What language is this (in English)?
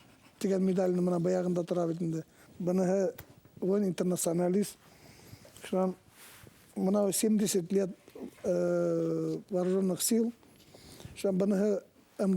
Bashkir